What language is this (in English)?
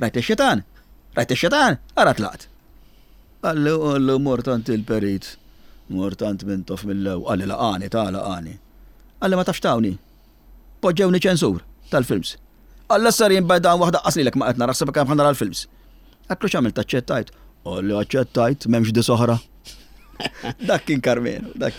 Maltese